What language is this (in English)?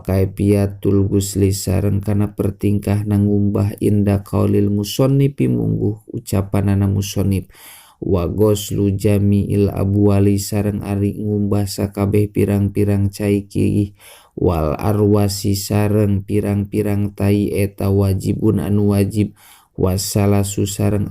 Sundanese